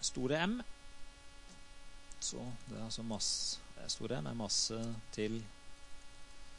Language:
Norwegian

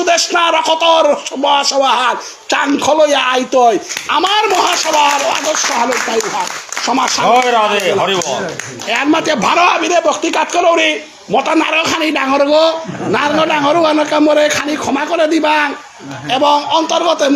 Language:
Bishnupriya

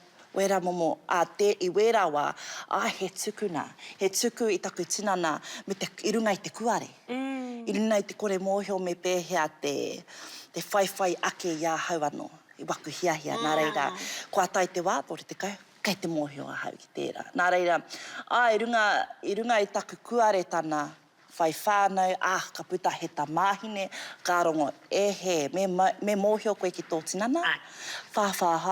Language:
Māori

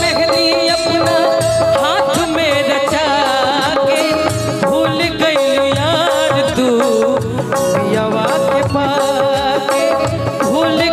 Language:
Bhojpuri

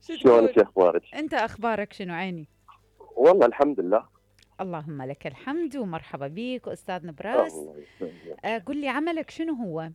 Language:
Mesopotamian Arabic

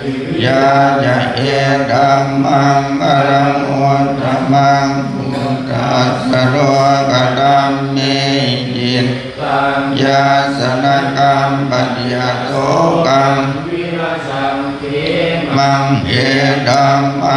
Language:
Pali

